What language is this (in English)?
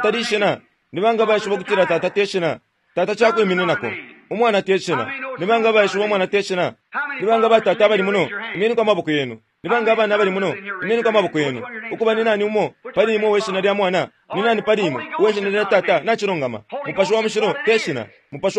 Bemba